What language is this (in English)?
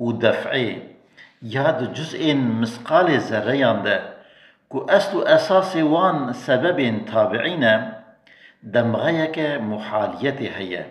Kurdish